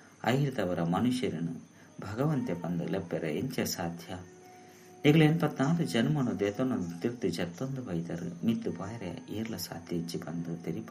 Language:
Tulu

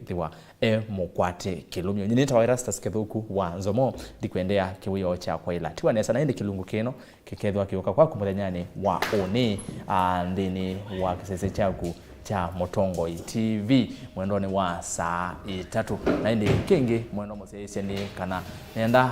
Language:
Kamba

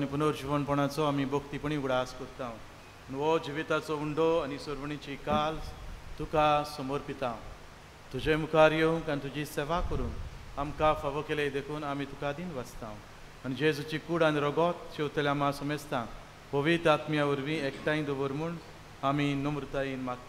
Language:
Konkani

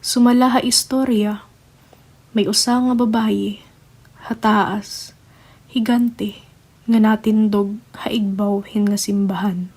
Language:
Waray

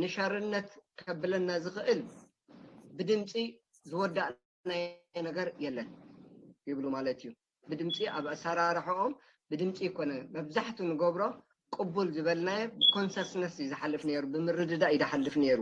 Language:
Tigrinya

